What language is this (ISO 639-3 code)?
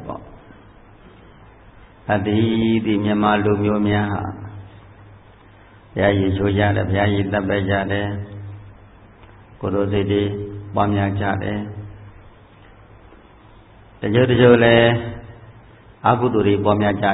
mya